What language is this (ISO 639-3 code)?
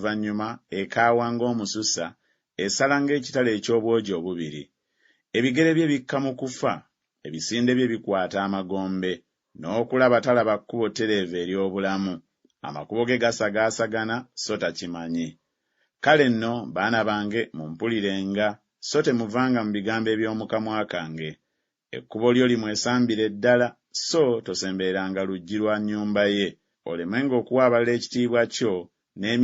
lug